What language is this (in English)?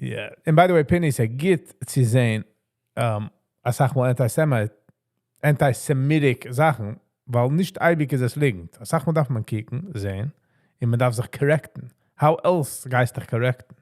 Yiddish